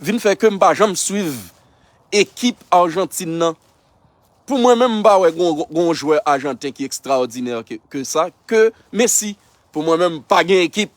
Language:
Haitian Creole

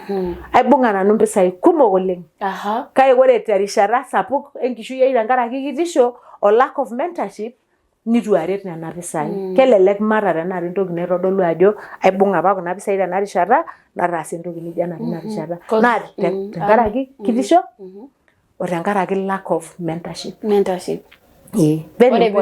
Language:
Masai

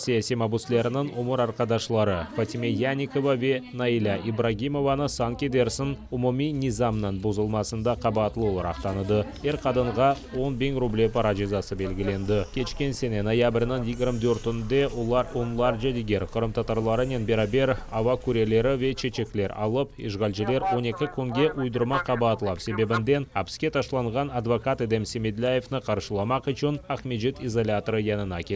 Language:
Crimean Tatar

